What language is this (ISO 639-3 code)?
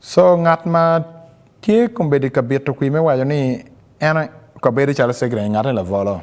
ach